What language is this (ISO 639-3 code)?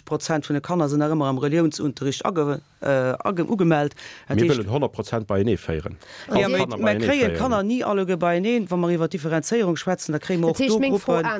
ltz